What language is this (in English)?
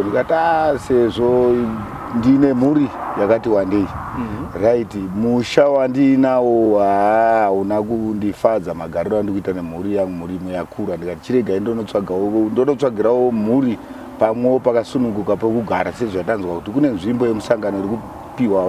Shona